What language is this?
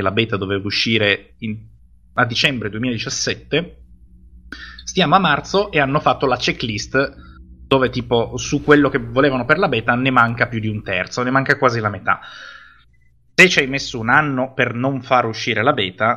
Italian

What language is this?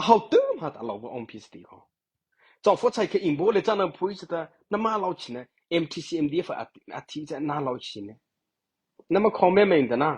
Mara Chin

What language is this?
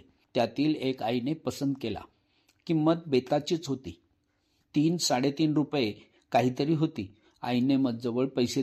Marathi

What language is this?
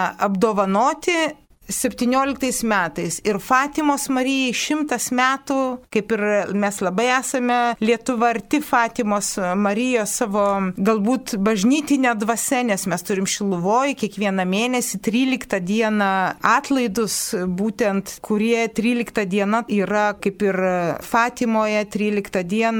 Lithuanian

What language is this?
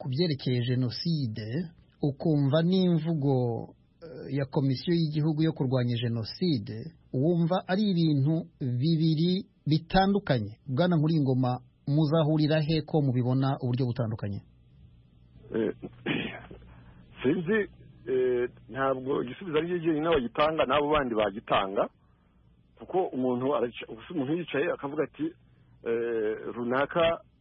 Kinyarwanda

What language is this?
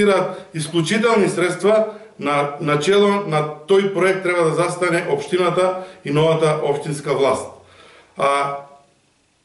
Macedonian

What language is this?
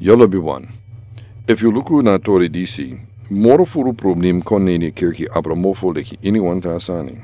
Sranan Tongo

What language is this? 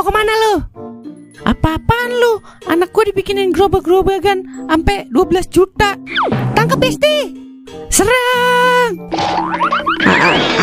Betawi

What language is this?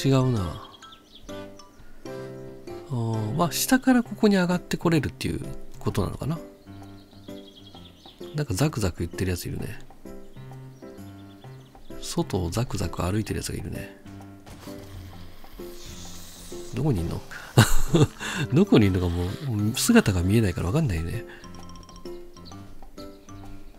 Japanese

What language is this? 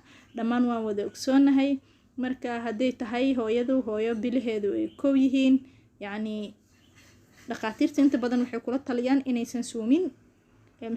Somali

